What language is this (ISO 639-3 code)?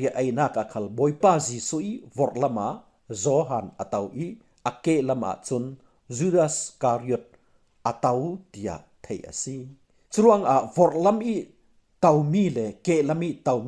cfm